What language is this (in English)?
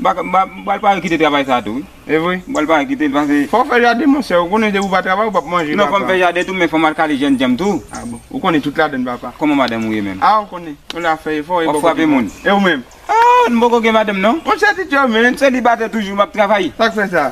Haitian Creole